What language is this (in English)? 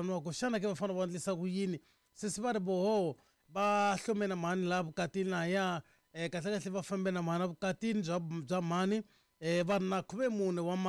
Tsonga